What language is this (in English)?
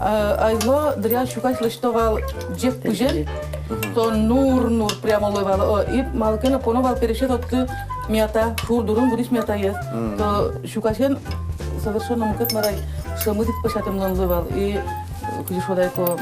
Udmurt